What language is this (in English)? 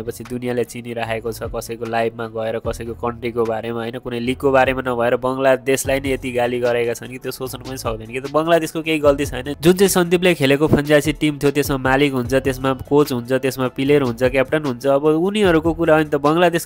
Nepali